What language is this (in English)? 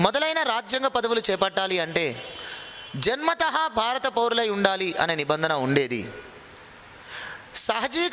Telugu